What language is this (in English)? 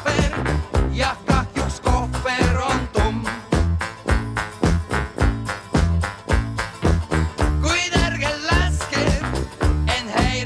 Estonian